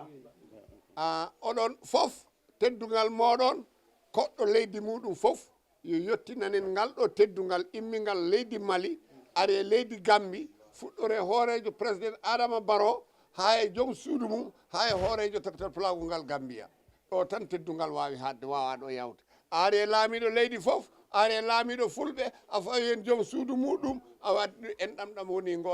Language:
Fula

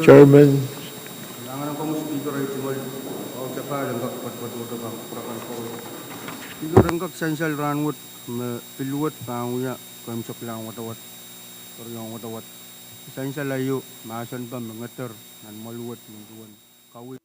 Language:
Pohnpeian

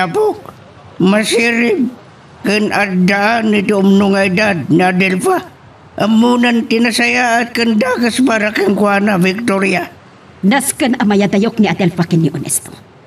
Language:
Iloko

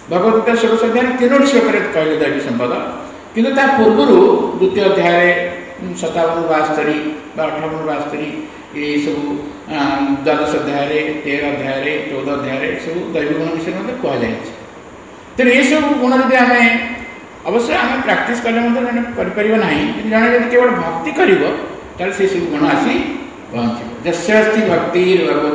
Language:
Odia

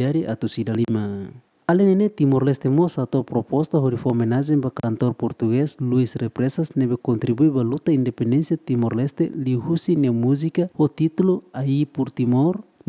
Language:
Tetum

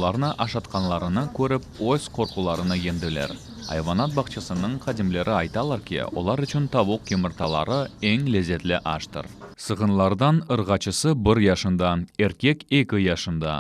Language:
Crimean Tatar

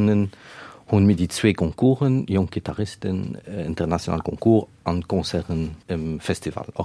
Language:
Luxembourgish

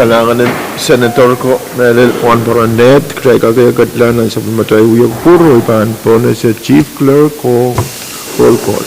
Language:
Pohnpeian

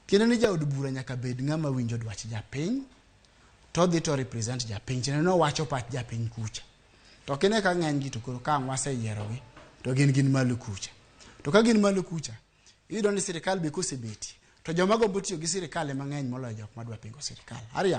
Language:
Luo (Kenya and Tanzania)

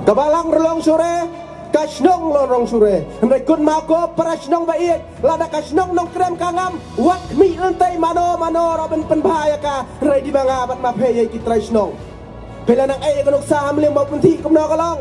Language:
Khasi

